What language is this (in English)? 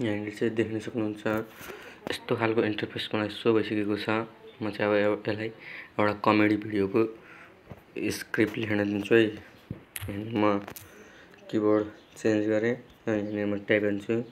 Nepali